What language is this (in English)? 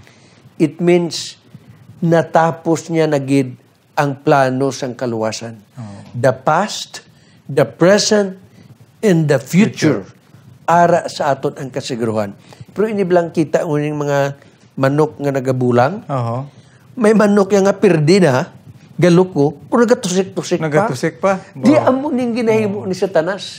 Hiligaynon